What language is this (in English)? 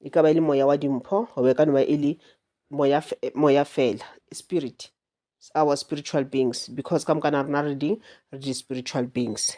Northern Sotho